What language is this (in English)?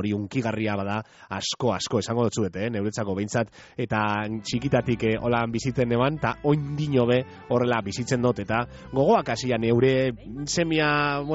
Basque